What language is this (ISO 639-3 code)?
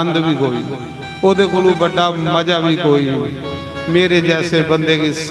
doi